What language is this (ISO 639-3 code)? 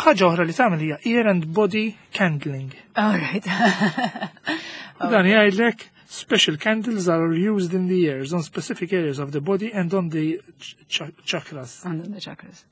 mlt